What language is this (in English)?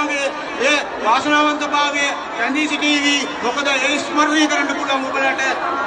Sinhala